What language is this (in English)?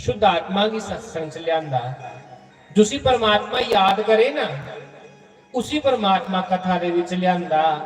Dogri